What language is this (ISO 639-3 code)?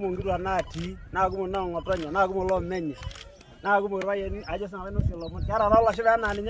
mas